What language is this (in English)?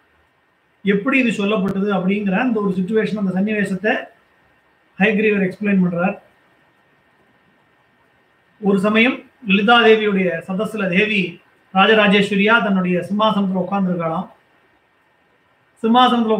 Tamil